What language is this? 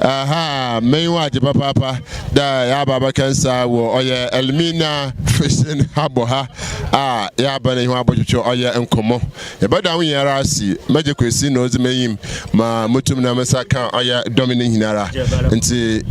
Akan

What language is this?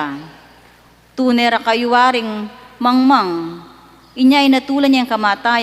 Pampanga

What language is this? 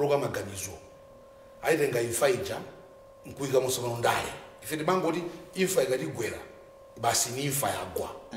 Nyanja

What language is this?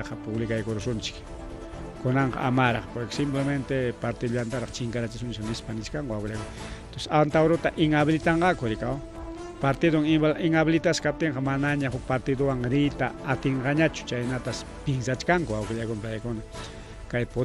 Ayacucho Quechua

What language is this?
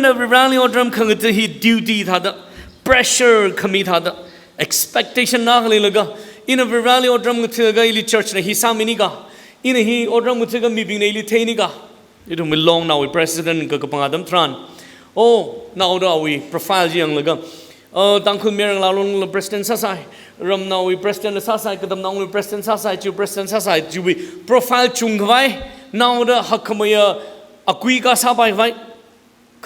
Tangkhul Naga (India)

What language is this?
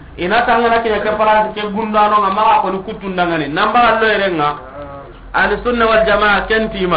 Soninke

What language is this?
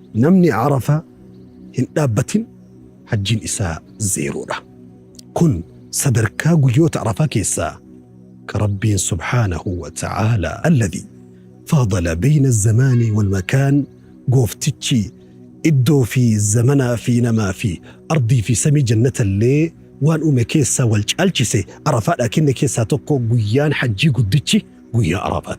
Oromo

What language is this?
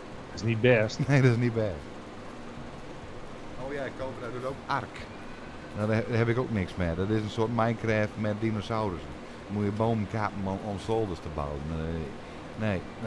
Dutch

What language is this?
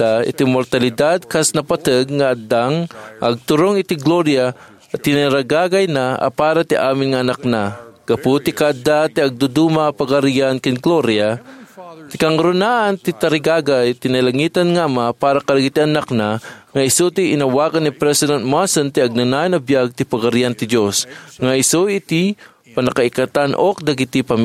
Iloko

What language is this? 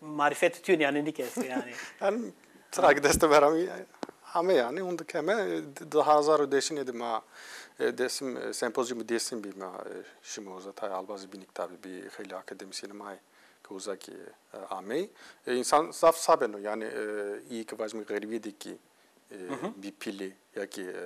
Zaza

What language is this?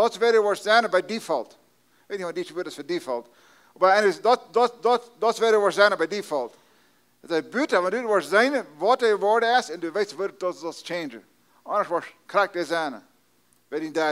Plautdietsch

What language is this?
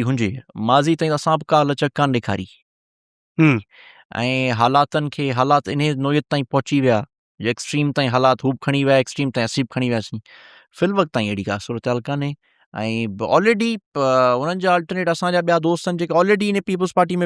Sindhi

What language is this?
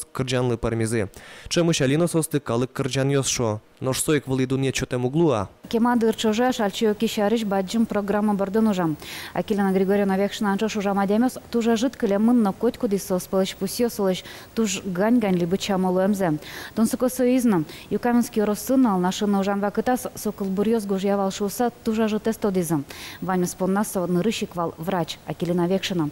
Udmurt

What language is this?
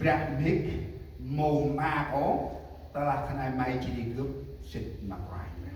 Central Mnong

